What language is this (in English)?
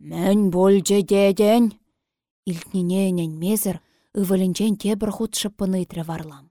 Chuvash